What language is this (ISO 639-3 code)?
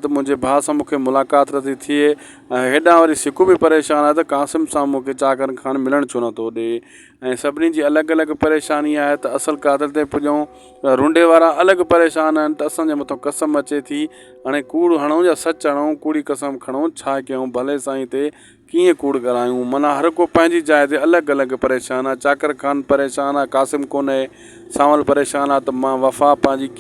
snd